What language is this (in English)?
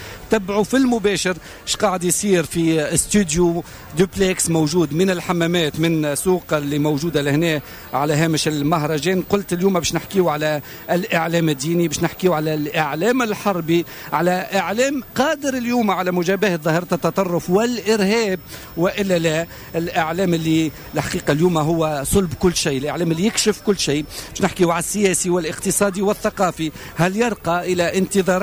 Tunisian Arabic